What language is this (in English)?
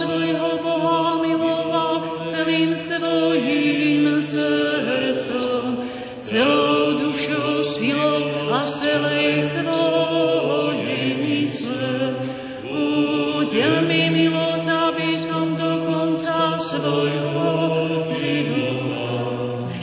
Slovak